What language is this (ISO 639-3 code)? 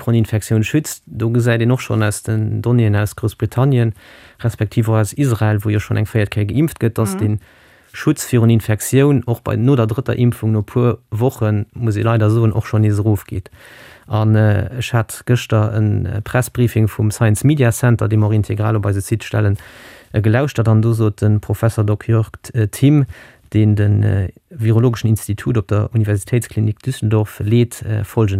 ltz